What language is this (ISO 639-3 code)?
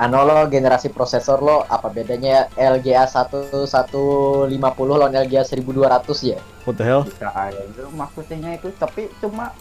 bjn